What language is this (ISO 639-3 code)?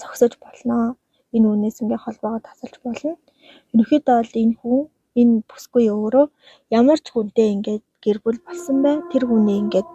mon